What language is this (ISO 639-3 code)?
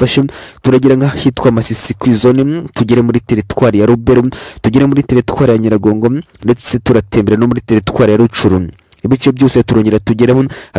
kin